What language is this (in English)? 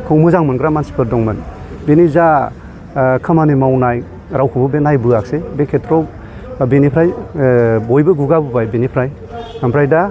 Bodo